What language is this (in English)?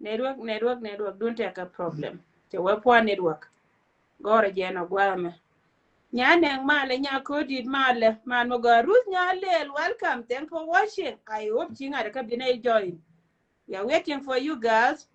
Nuer